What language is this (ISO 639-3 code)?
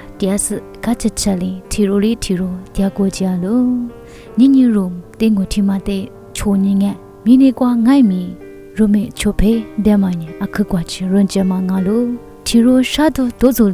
lis